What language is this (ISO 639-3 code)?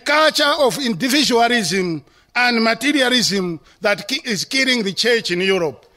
eng